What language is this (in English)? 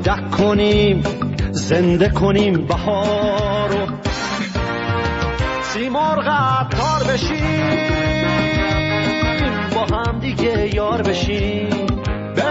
Persian